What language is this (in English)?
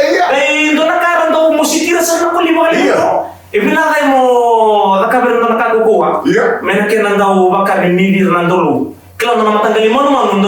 Fijian